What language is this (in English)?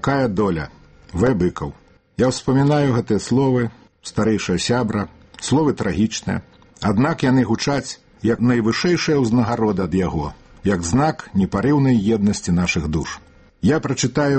Belarusian